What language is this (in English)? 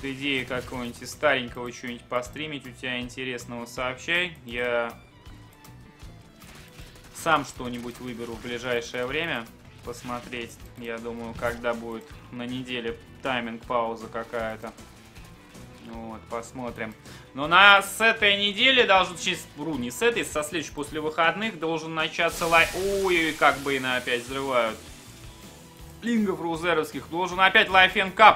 Russian